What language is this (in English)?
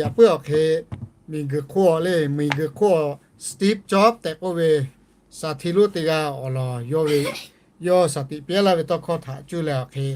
Lahu